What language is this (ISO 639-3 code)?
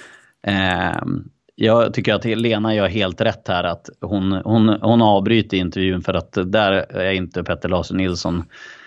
swe